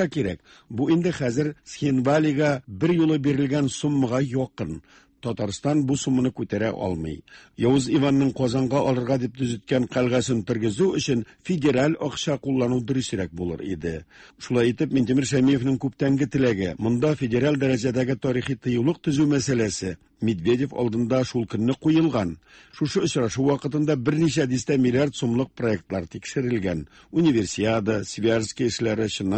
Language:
Tatar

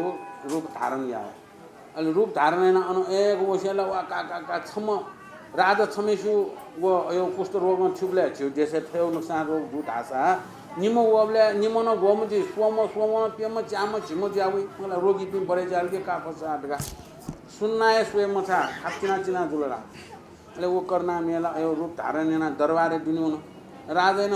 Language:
Newari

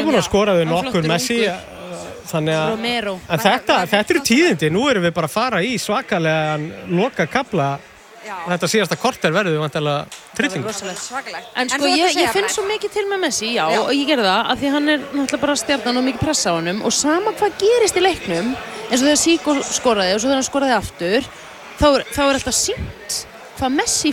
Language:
Icelandic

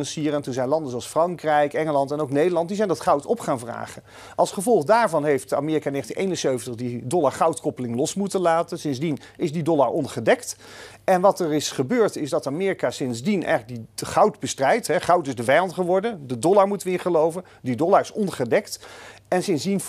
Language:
Dutch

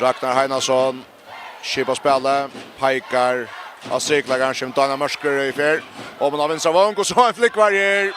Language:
Faroese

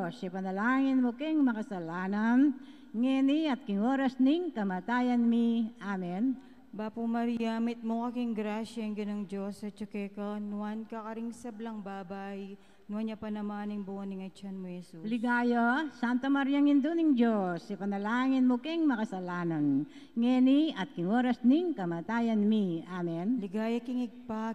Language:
Pampanga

